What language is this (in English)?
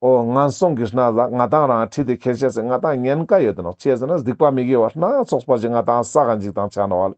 Ladakhi